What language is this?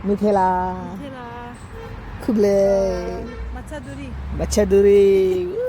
Khasi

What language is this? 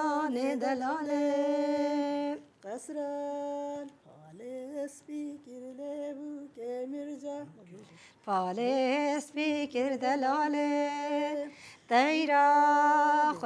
Kurdish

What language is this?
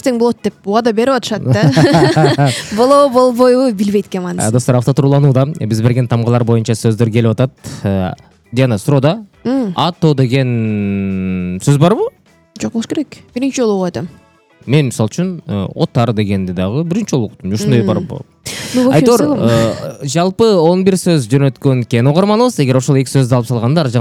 Kyrgyz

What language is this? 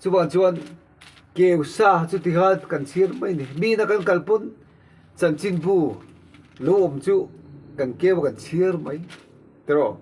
Mizo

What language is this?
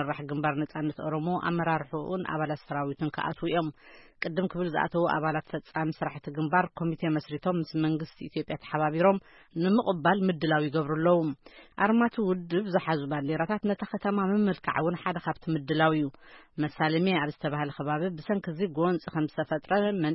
Tigrinya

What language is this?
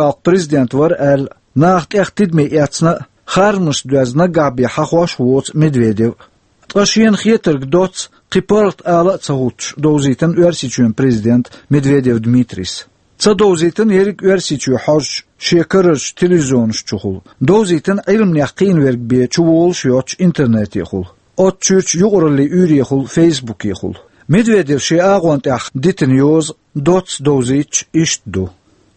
Chechen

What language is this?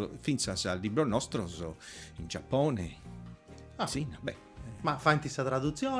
Sardinian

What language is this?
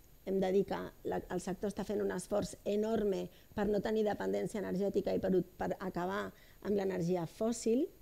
Catalan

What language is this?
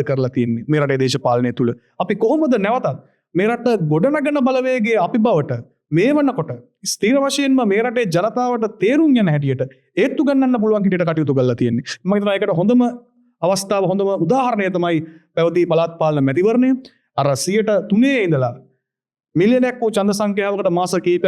Sinhala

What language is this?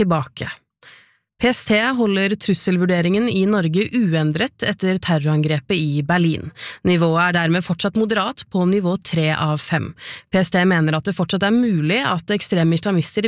Norwegian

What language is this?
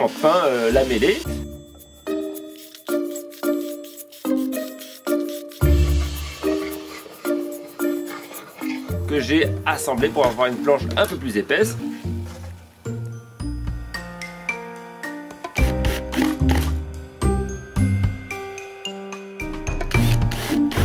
French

